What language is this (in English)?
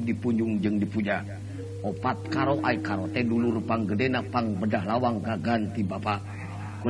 Sundanese